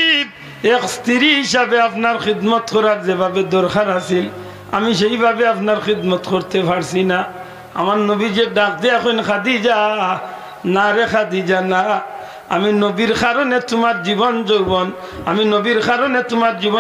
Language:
Sylheti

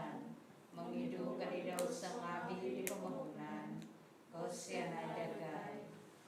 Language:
Central Dusun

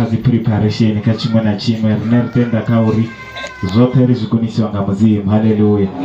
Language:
Venda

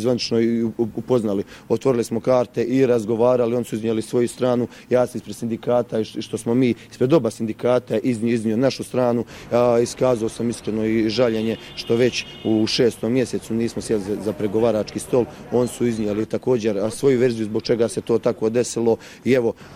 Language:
Bosnian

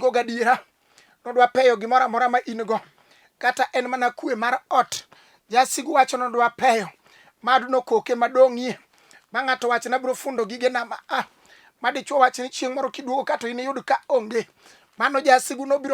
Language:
Luo (Kenya and Tanzania)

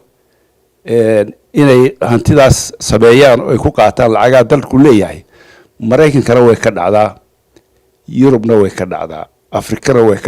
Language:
Somali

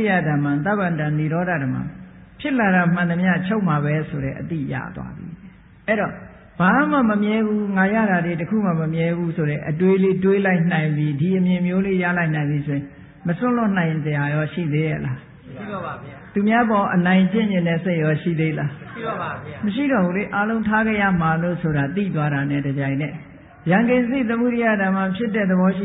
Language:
Burmese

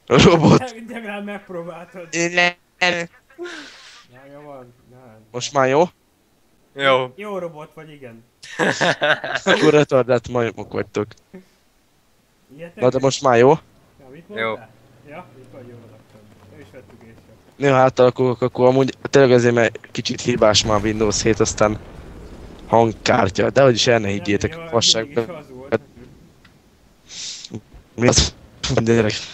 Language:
Hungarian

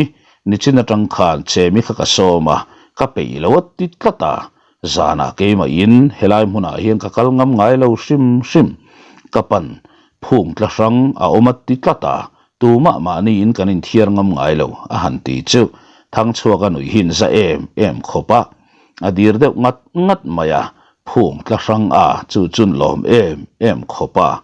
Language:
Mizo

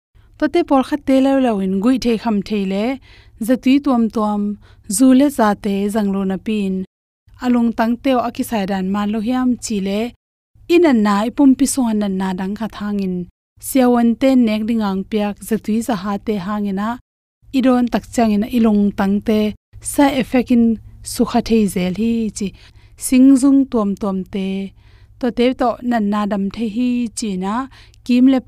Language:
Tedim Chin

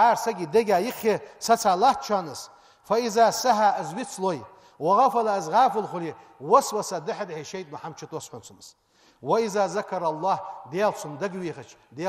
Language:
Ingush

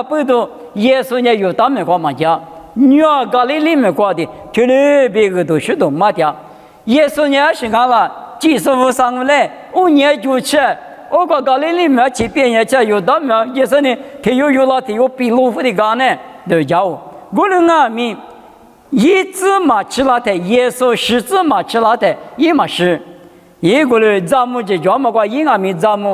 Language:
Lisu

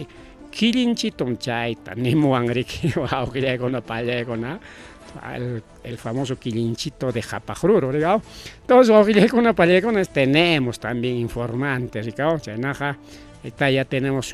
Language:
Ayacucho Quechua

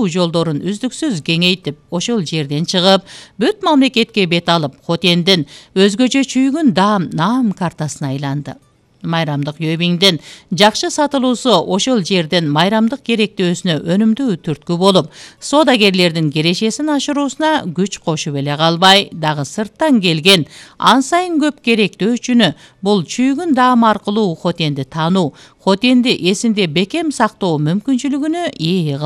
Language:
Kyrgyz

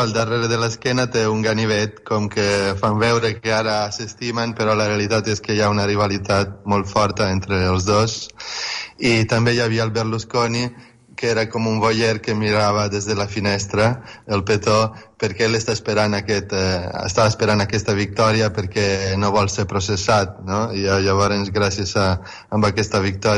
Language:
Catalan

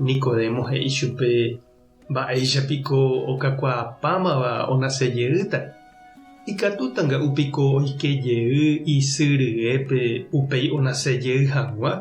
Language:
Guarani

